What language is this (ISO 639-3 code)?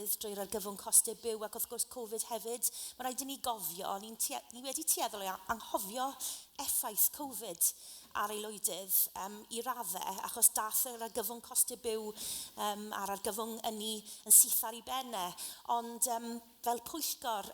cym